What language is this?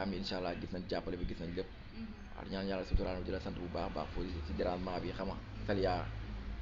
Wolof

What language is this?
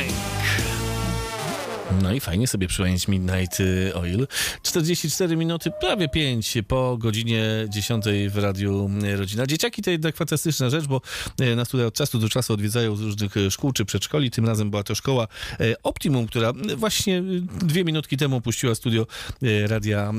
Polish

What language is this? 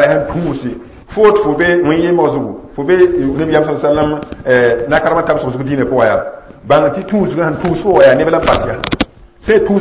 Mossi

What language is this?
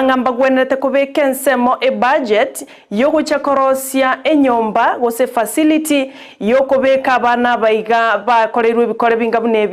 Gusii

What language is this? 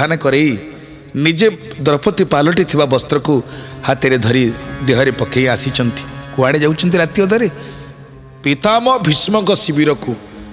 Odia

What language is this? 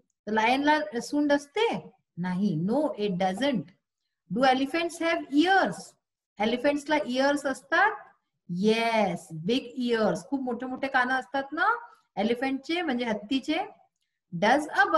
Marathi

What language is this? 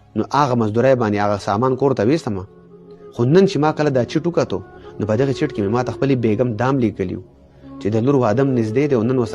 Pashto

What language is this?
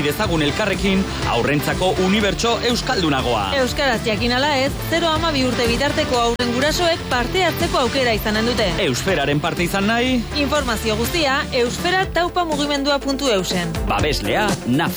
Basque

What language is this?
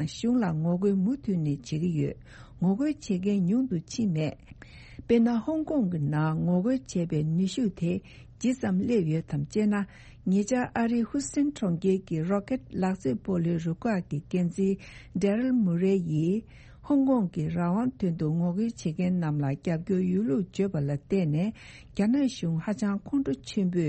Tibetan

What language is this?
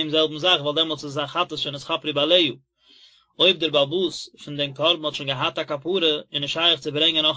Yiddish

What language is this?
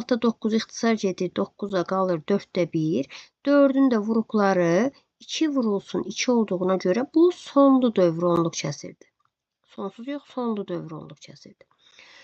Azerbaijani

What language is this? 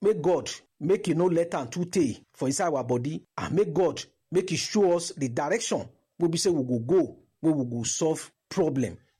Nigerian Pidgin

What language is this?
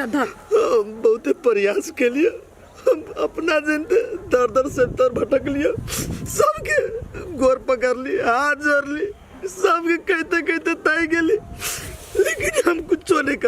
Maithili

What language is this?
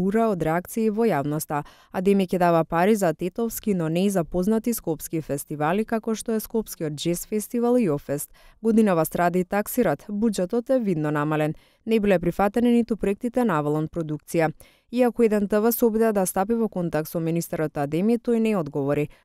Macedonian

